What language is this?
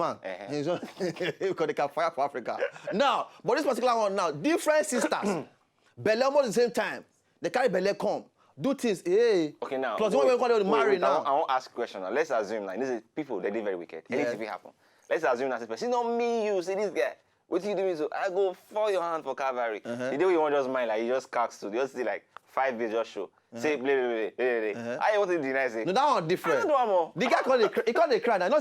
Nigerian Pidgin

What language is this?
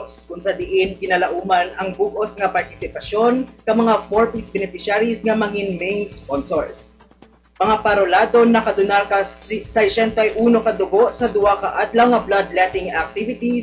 Hiligaynon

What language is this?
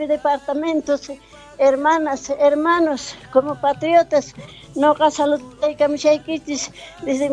Quechua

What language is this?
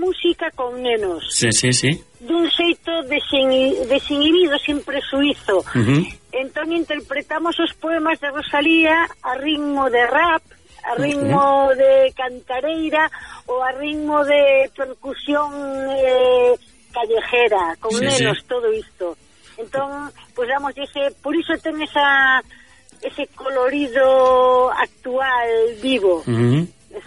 Galician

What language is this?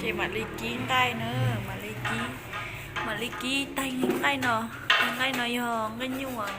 Hmong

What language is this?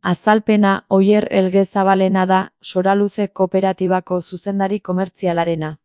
Basque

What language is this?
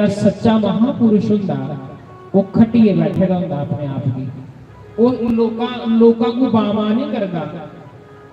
Dogri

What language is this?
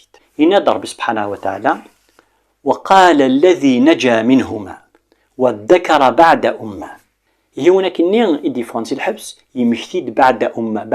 Kabyle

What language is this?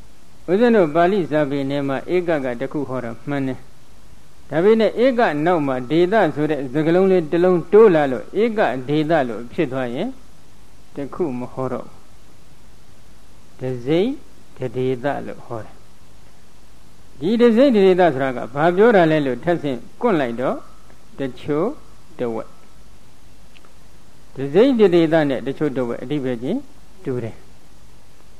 Burmese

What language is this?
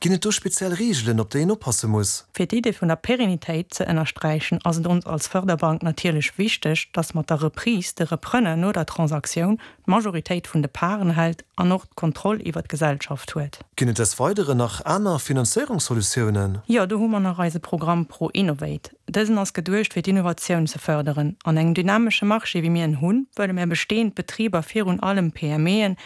Luxembourgish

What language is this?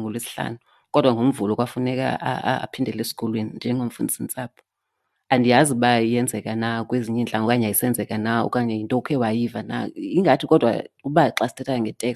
Xhosa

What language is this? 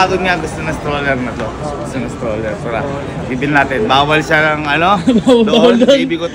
Filipino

